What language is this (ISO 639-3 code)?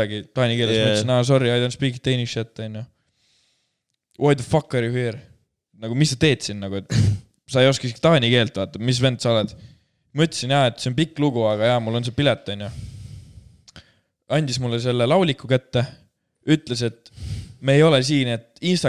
est